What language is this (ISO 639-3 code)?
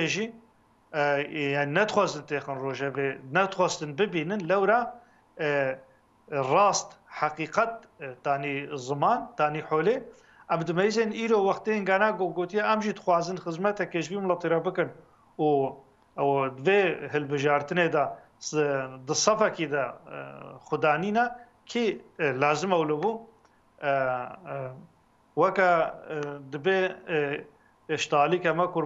kur